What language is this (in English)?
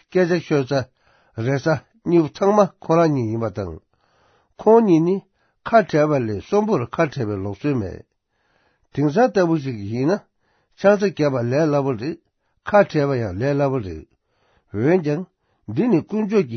Tibetan